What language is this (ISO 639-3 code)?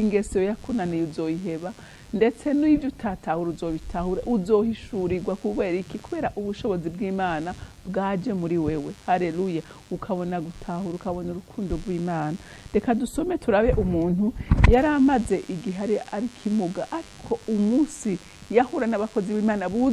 run